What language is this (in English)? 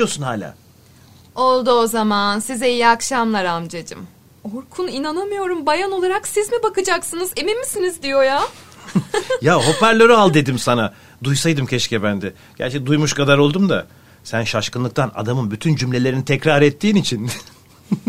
Turkish